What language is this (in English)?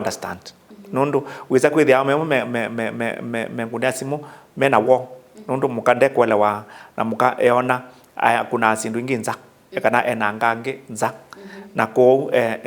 Kamba